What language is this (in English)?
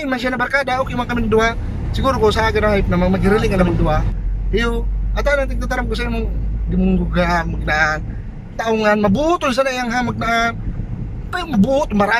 Bikol